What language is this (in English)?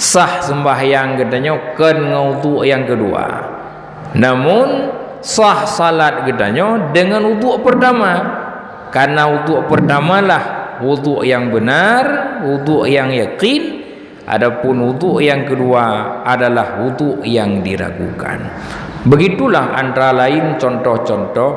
Achinese